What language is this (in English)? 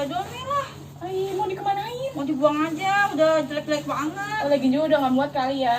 Betawi